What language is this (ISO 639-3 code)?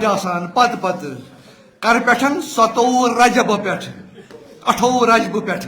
kas